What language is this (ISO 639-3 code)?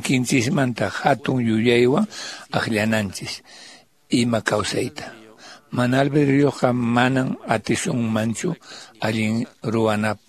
que